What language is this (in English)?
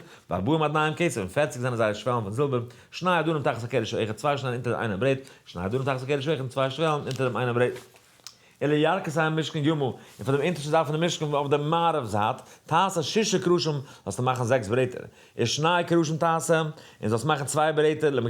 Yiddish